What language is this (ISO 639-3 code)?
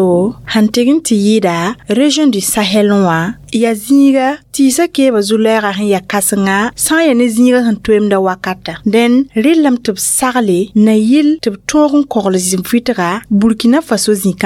mos